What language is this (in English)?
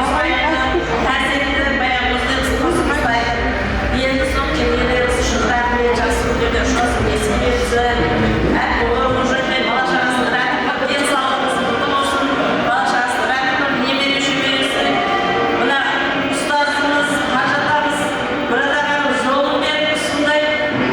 Kara-Kalpak